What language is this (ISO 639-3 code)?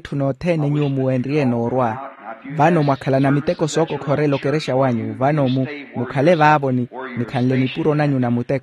vmw